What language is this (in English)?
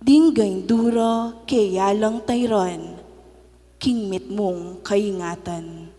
Pampanga